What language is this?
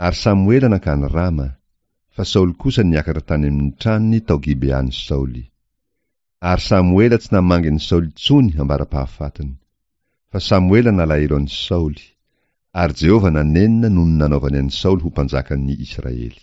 Malagasy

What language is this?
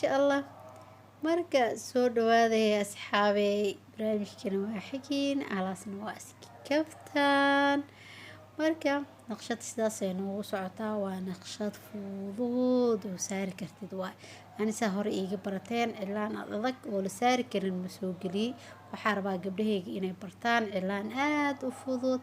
Somali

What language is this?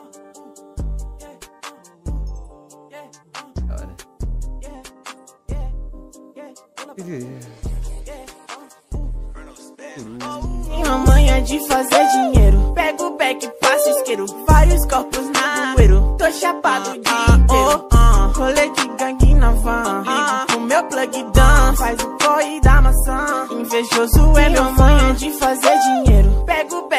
Portuguese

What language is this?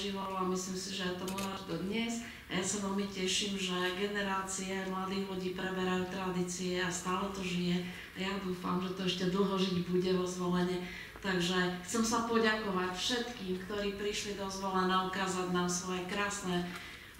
Slovak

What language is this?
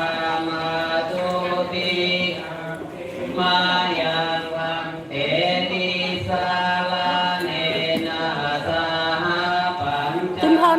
Pali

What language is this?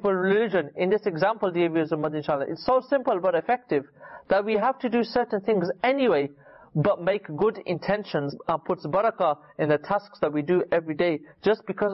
English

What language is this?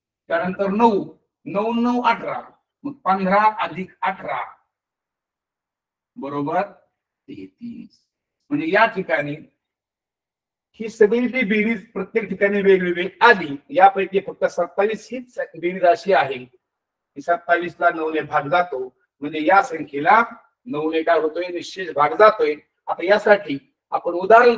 Marathi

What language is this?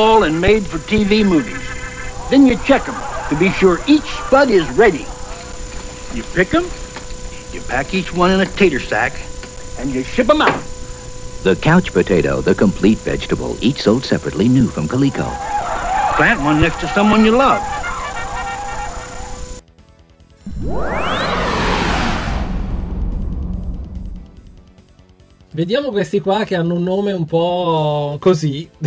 Italian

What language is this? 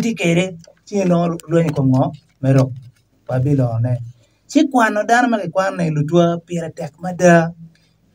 Acoli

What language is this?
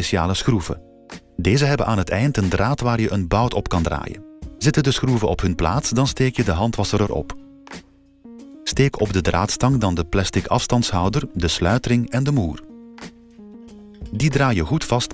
Dutch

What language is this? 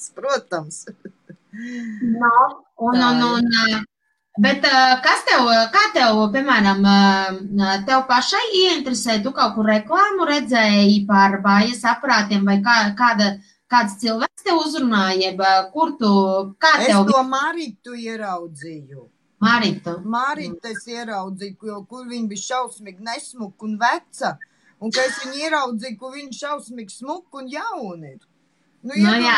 Latvian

